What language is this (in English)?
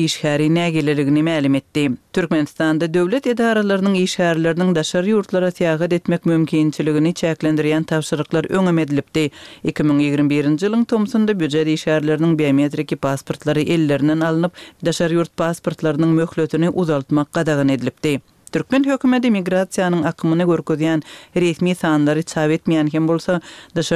Turkmen